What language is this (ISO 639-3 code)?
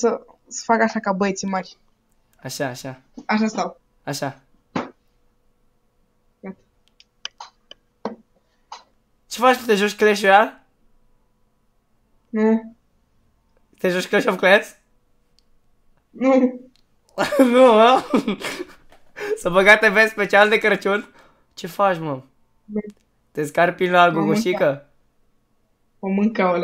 ron